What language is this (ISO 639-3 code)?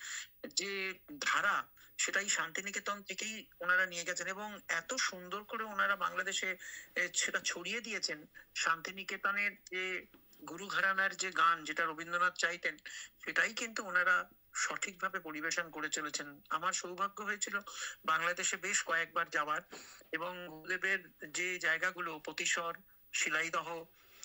ben